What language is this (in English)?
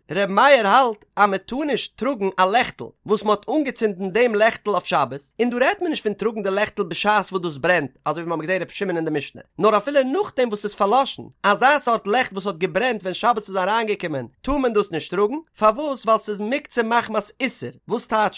Yiddish